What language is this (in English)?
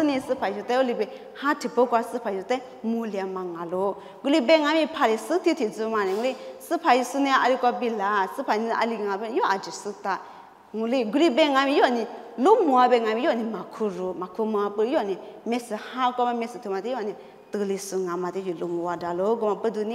Lisu